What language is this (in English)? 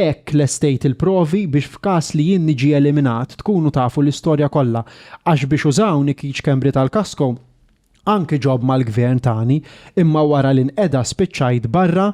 Maltese